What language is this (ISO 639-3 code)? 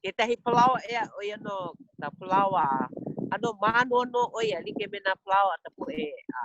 haw